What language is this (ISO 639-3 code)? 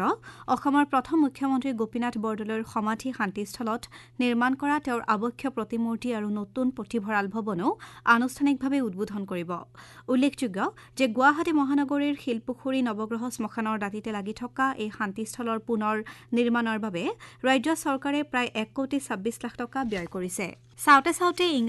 asm